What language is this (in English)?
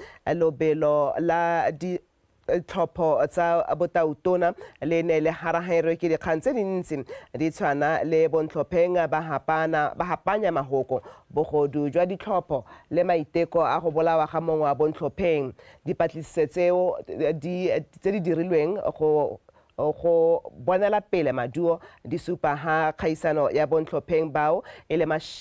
Tswana